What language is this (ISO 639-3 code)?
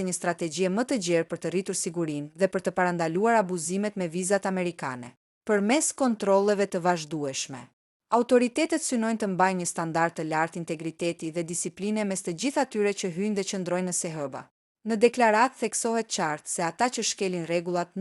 sqi